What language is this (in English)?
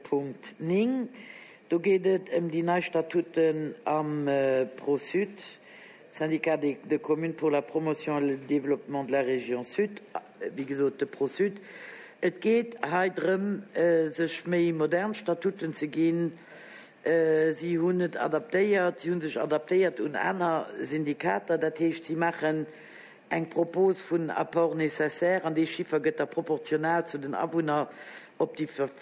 Luxembourgish